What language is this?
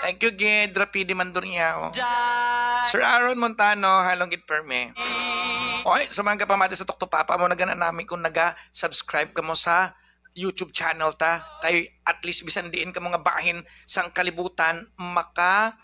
Hiligaynon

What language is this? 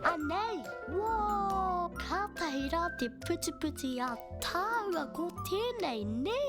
Māori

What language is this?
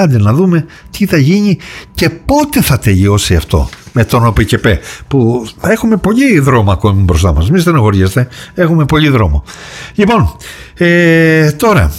Greek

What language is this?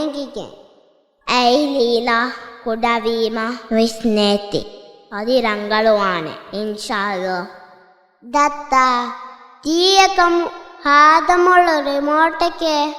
Divehi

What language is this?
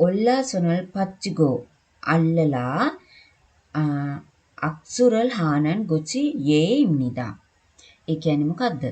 Sinhala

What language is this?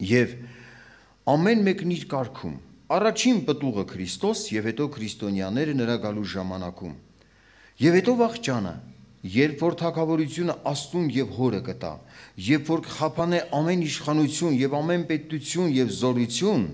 Armenian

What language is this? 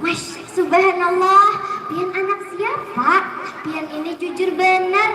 Banjar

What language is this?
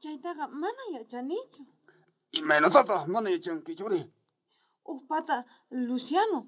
South Bolivian Quechua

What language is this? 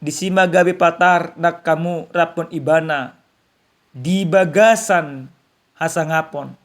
Batak Toba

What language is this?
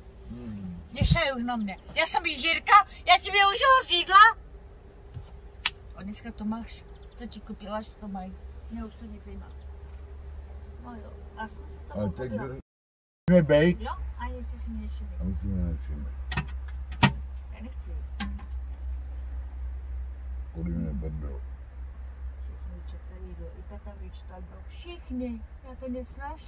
Czech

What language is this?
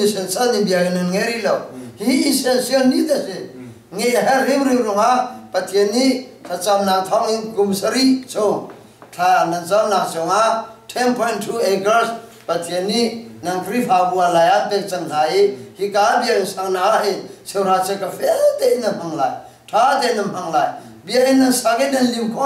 Hakha Chin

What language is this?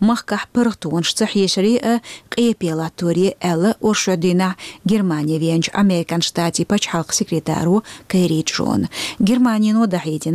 Chechen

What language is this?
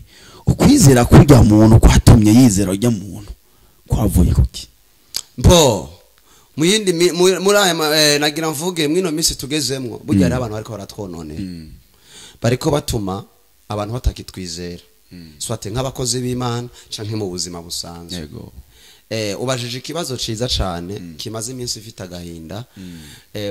Rundi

